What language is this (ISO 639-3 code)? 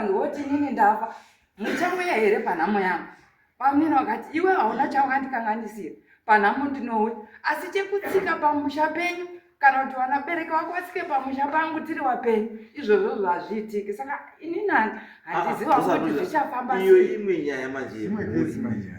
sna